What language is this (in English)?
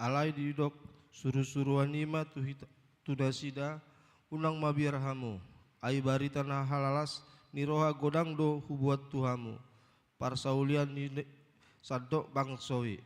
Batak Toba